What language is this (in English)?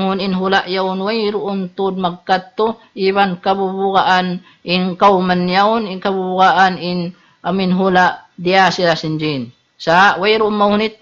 Tausug